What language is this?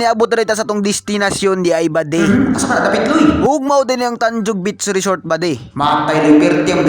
Cebuano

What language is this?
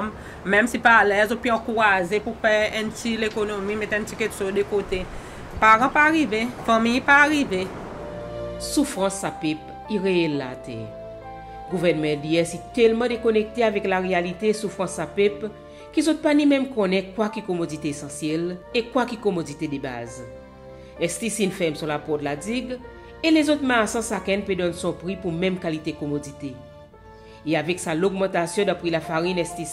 Seselwa Creole French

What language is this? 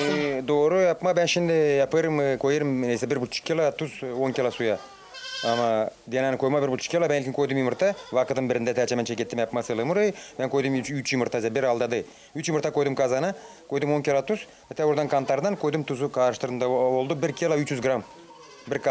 Gagauz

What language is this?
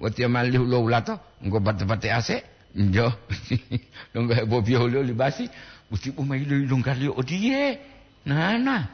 Gorontalo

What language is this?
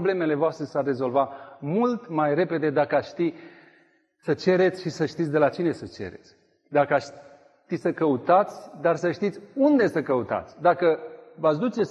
Romanian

